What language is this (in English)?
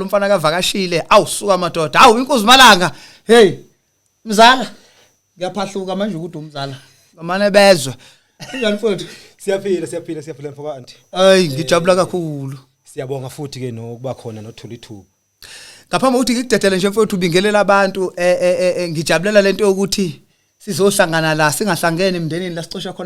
Zulu